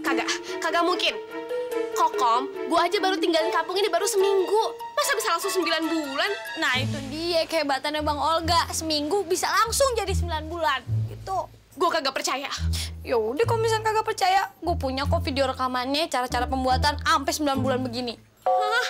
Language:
Betawi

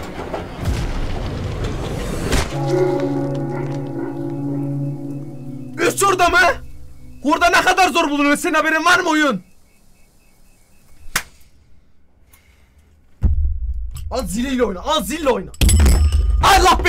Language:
Turkish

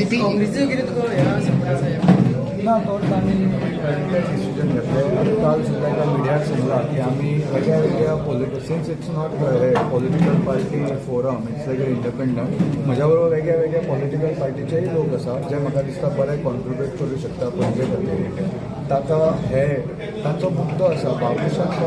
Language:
Konkani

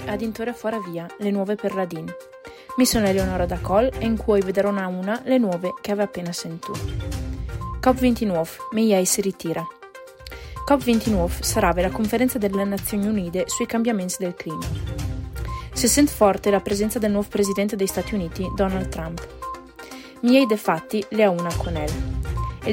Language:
Italian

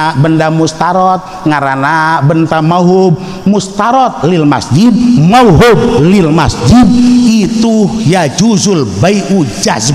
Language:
Sundanese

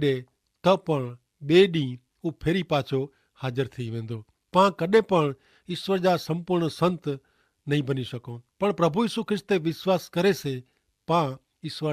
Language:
Kachhi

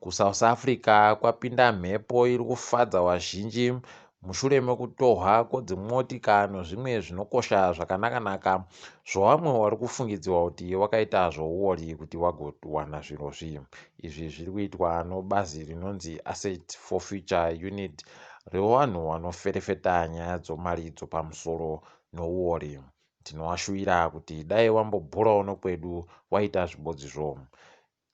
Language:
Ndau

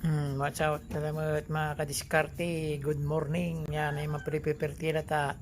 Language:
Pangasinan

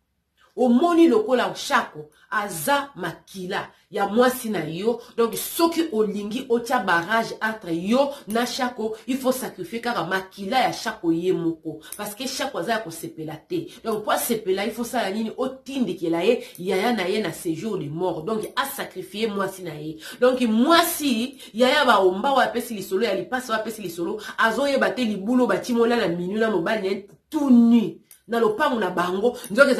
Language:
Lingala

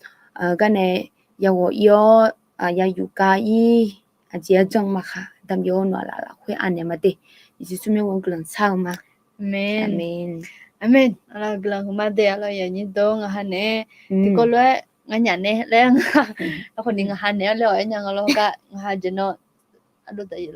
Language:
Akha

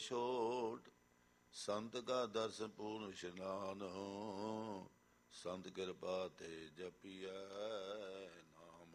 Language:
Punjabi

